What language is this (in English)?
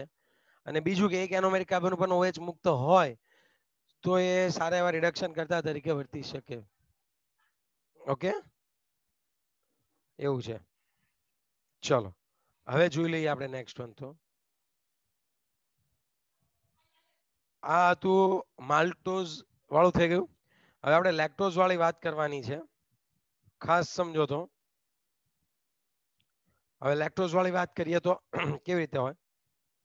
Gujarati